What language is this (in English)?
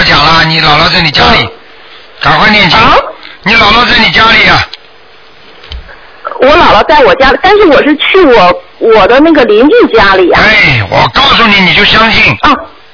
Chinese